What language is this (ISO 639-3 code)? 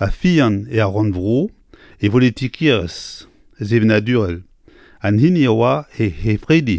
bre